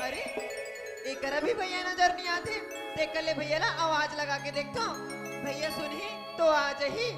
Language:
Chhattisgarhi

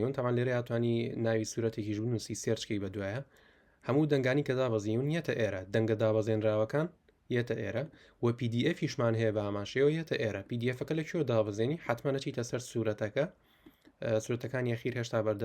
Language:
Central Kurdish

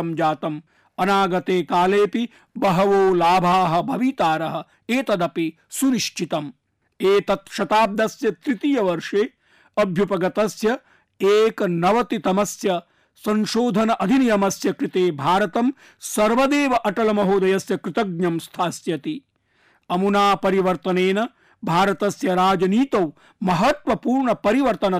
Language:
Sanskrit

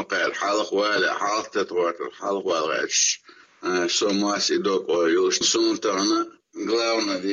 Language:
Chechen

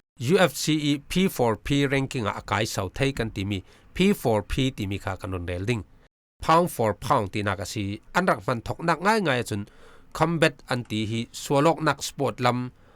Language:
Falam Chin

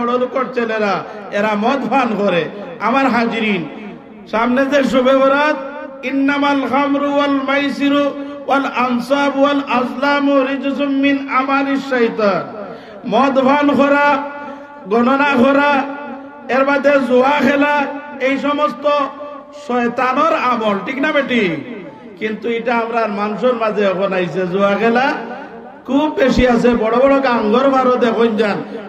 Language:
Sylheti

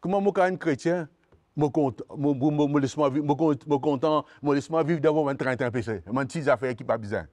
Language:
Morisyen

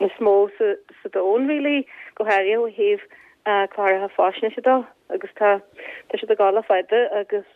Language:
Irish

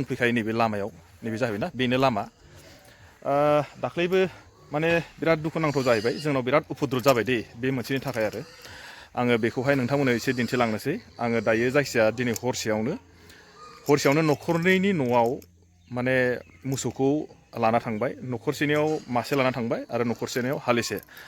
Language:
Bodo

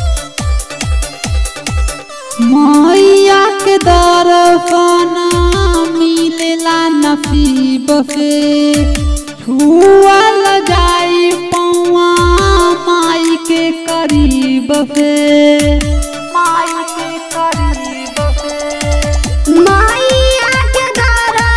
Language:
Bhojpuri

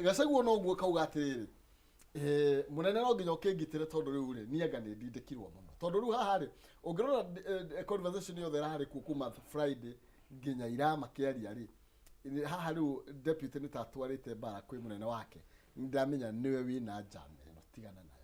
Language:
Kikuyu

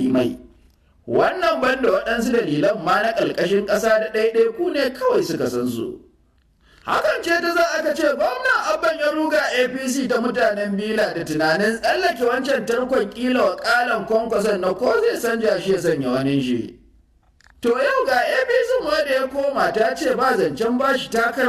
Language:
Hausa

